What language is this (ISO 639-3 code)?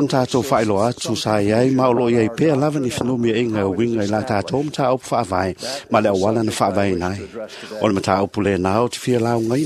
smo